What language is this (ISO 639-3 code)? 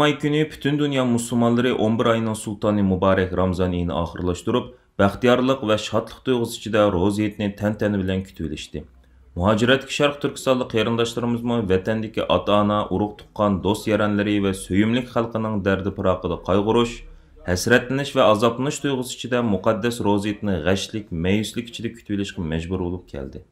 uig